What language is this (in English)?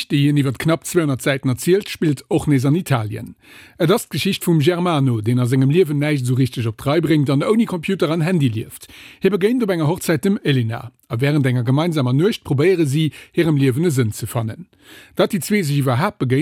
Luxembourgish